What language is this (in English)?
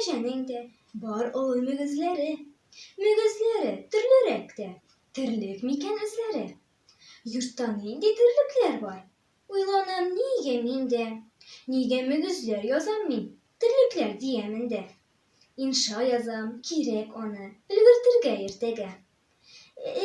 Tatar